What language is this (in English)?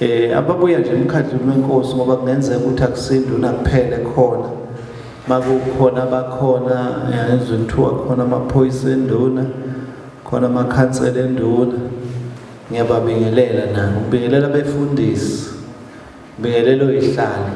Zulu